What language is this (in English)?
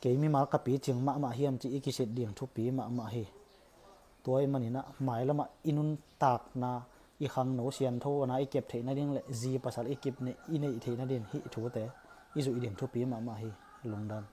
Tedim Chin